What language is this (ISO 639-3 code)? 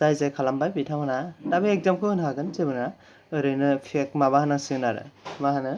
brx